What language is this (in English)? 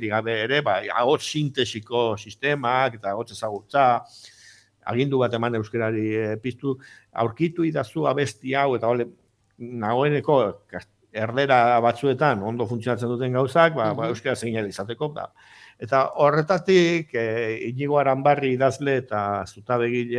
Basque